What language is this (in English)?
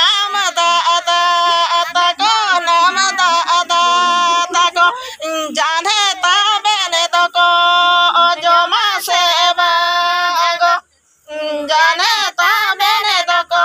Santali